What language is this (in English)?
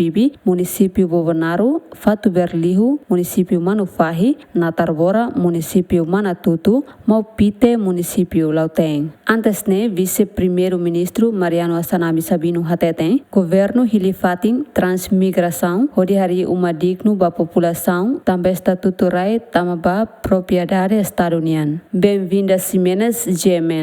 Tetum